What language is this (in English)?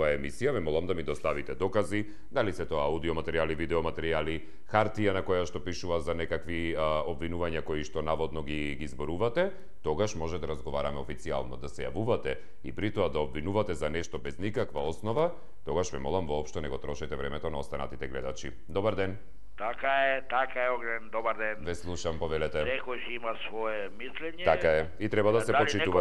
Macedonian